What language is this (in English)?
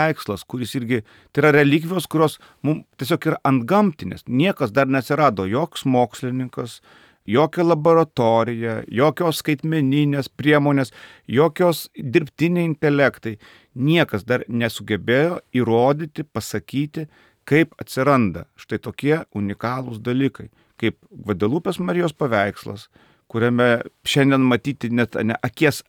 Lithuanian